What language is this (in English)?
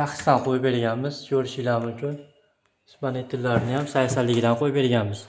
Uzbek